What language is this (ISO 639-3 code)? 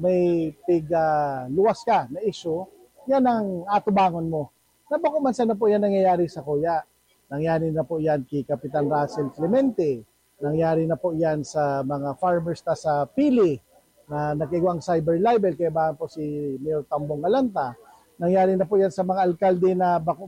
bik